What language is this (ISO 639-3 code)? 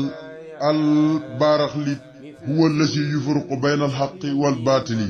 wol